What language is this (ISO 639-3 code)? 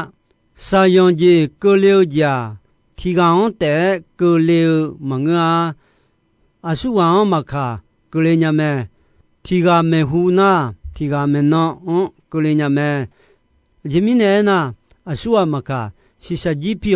ahk